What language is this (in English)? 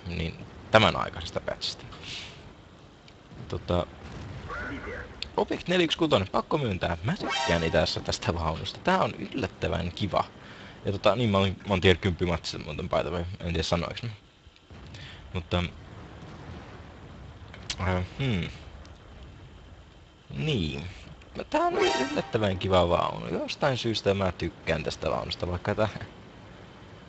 Finnish